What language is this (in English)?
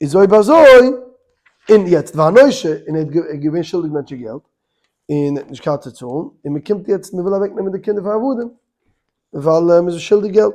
Yiddish